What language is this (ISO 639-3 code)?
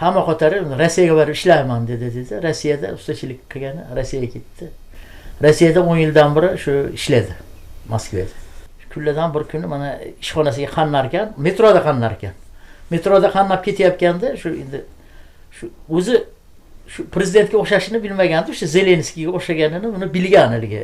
uzb